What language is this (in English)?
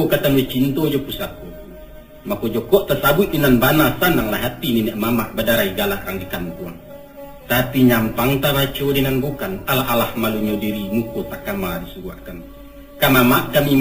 Minangkabau